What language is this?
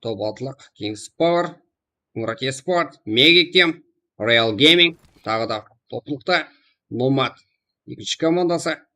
Kara-Kalpak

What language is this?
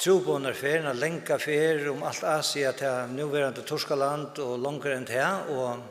Faroese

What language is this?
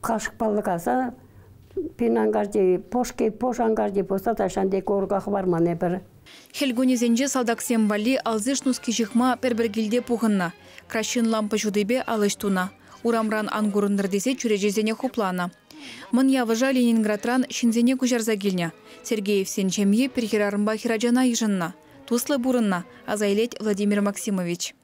Chuvash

